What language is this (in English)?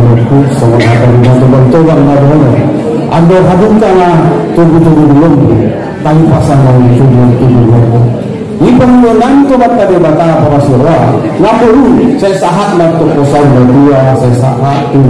Batak Angkola